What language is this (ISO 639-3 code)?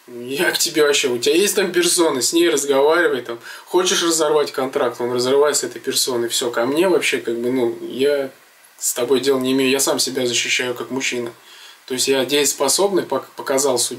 rus